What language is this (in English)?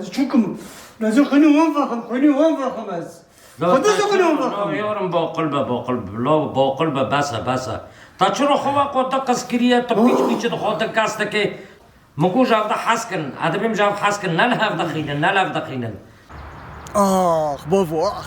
Kurdish